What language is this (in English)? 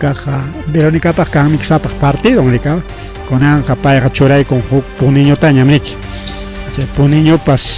Ayacucho Quechua